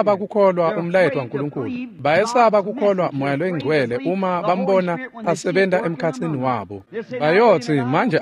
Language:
Swati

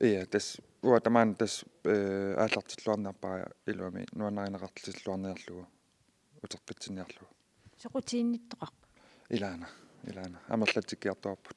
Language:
Kalaallisut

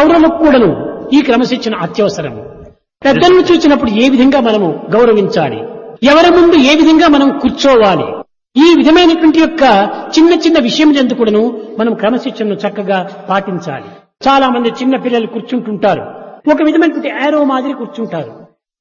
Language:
Telugu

